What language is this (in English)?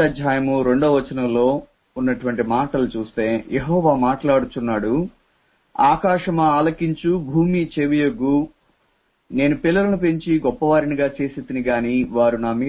Telugu